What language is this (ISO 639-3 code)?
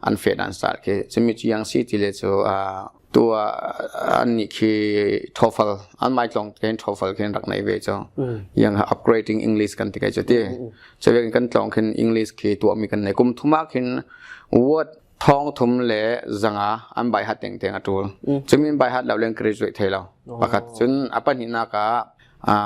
cfm